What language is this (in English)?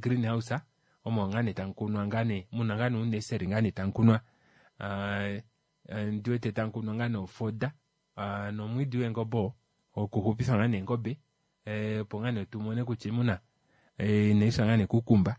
Kuanyama